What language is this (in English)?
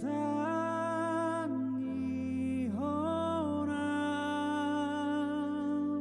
Batak Toba